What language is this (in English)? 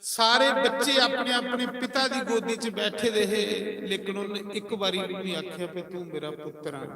Dogri